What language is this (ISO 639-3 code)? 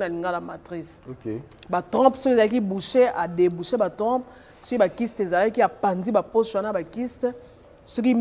lin